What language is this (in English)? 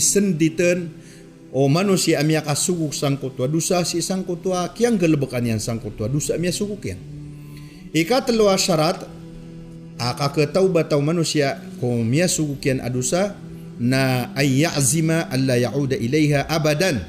Maranao